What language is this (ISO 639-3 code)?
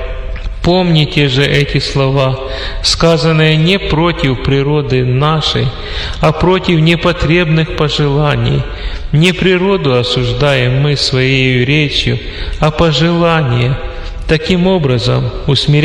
rus